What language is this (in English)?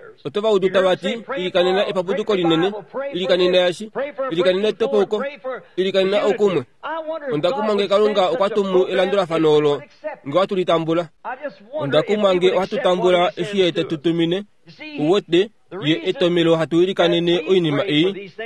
Kuanyama